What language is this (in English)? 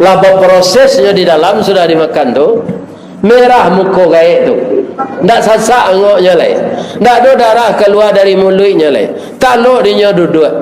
Minangkabau